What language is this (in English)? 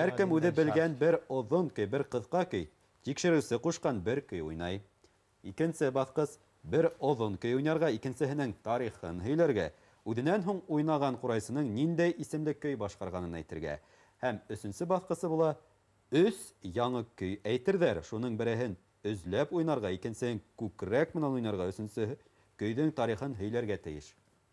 Bashkir